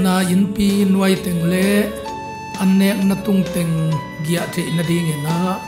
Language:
Tedim Chin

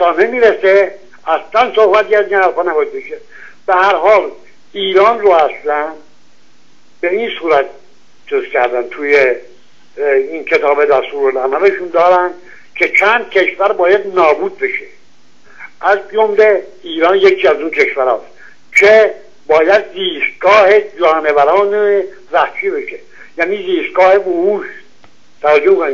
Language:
Persian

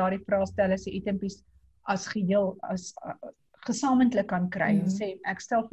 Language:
Afrikaans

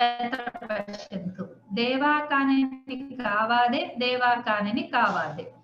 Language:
Sanskrit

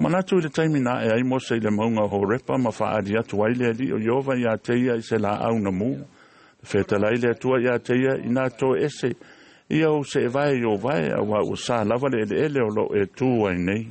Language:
Samoan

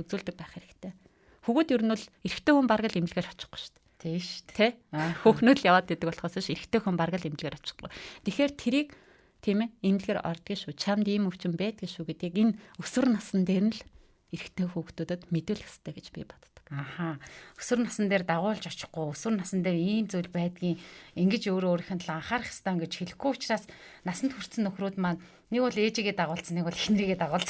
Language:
Mongolian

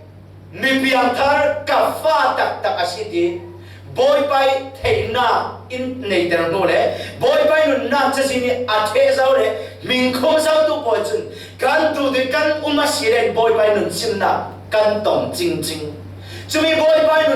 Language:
Falam Chin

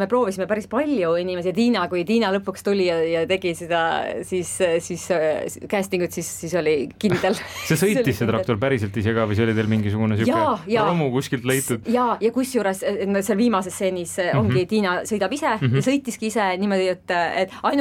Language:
Estonian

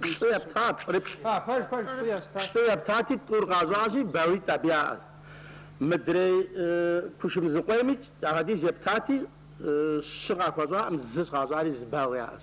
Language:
Kabardian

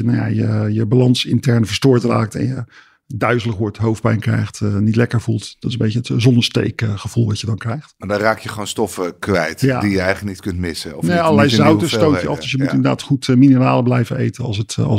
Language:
Dutch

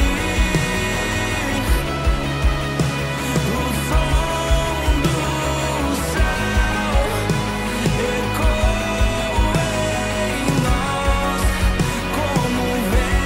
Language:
Portuguese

